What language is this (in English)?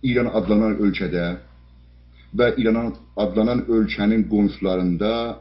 South Azerbaijani